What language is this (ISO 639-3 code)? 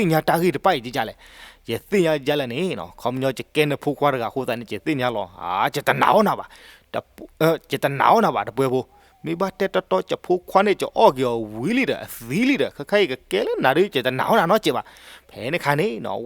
ksw